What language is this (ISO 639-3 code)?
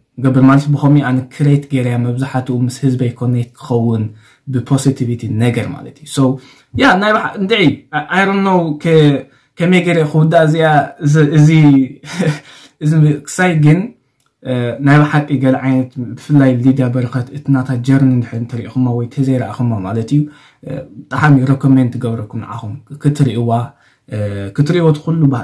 tir